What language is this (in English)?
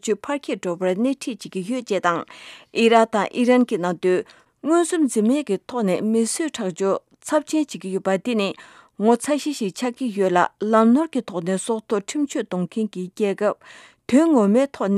Tibetan